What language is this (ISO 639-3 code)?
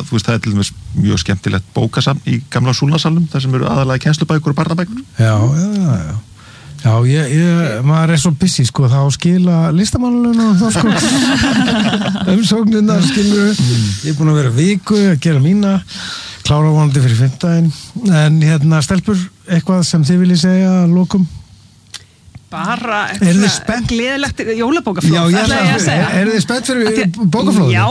isl